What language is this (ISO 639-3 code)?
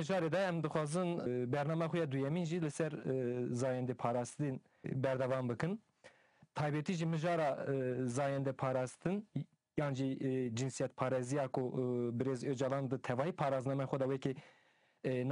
kur